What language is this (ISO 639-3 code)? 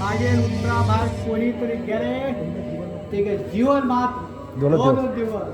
kok